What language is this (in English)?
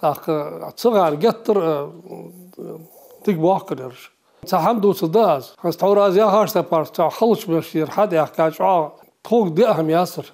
Ingush